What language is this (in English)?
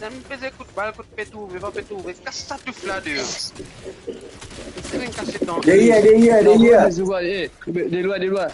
Morisyen